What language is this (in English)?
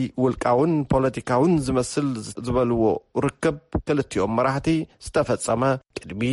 Tigrinya